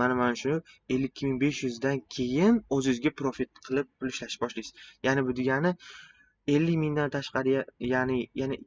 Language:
Uzbek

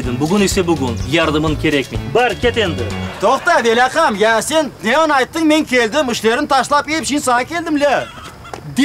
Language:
Crimean Tatar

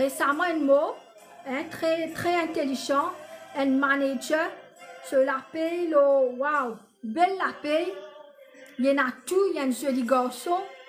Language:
Morisyen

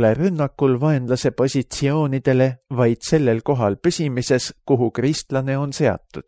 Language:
Estonian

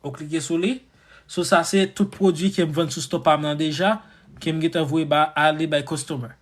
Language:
Haitian Creole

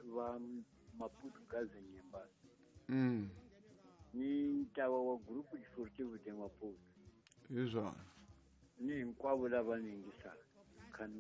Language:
Tsonga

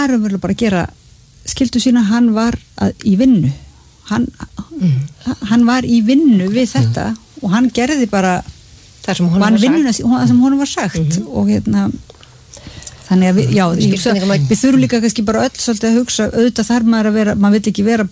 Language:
Icelandic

